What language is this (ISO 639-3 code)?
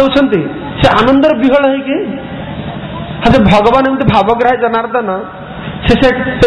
ori